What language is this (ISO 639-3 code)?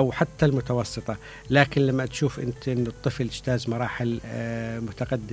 acm